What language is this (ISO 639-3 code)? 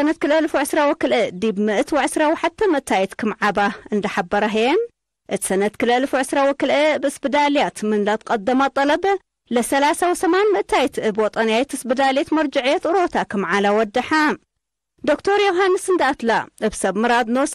tig